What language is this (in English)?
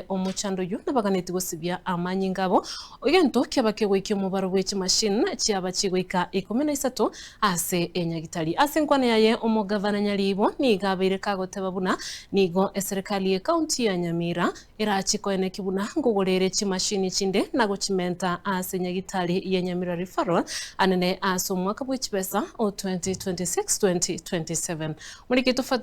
Gusii